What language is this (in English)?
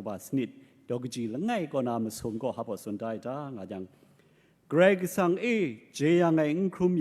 Kachin